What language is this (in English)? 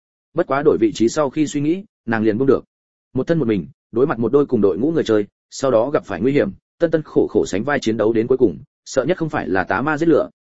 Vietnamese